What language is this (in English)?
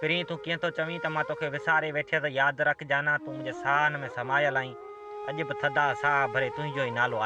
Sindhi